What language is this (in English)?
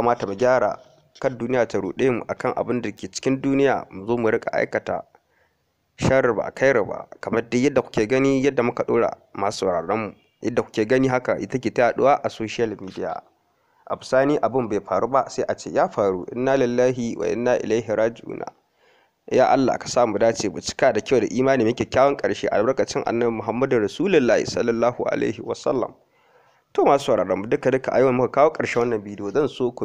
Hausa